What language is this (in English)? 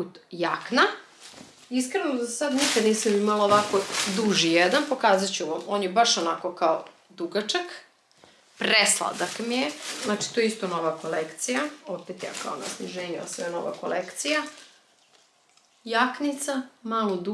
Croatian